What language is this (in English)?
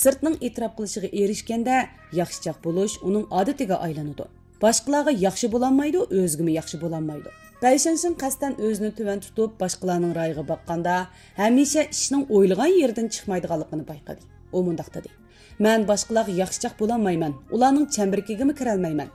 Uyghur